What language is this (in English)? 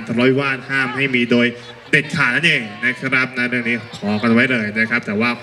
Thai